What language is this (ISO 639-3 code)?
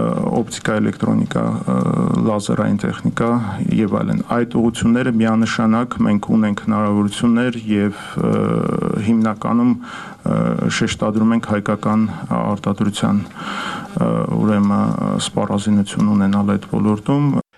hye